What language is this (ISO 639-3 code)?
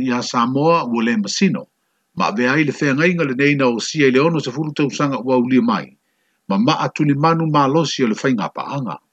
smo